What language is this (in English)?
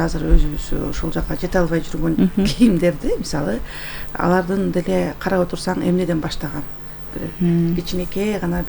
Kyrgyz